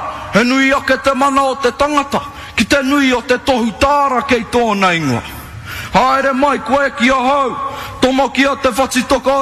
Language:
Māori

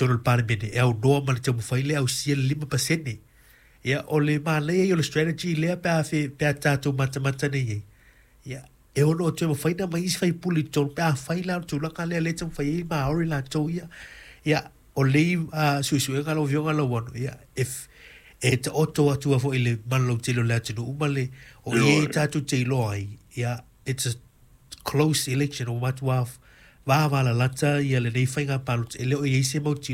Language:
Samoan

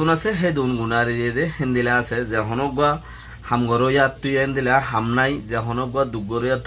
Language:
Rohingya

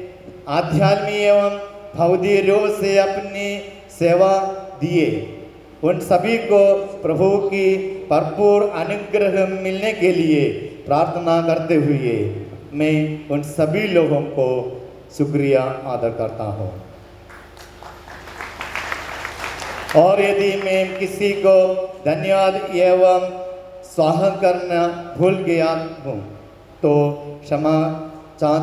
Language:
Hindi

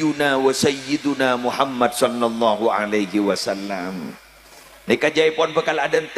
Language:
Madurese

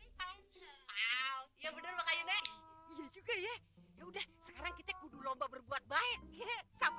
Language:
Betawi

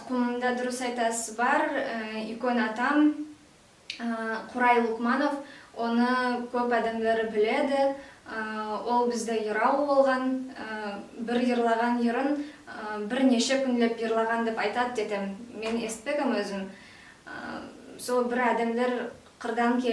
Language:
Nogai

